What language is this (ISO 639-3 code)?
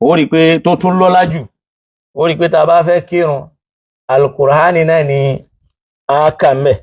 yor